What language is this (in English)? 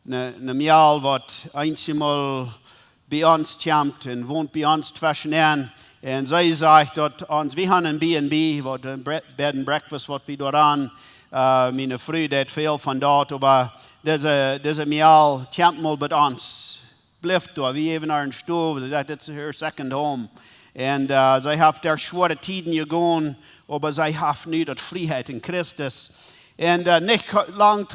Plautdietsch